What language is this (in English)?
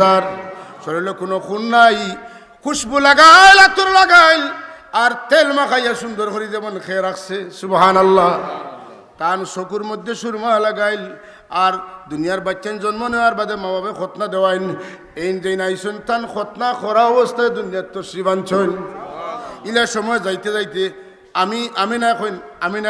Sylheti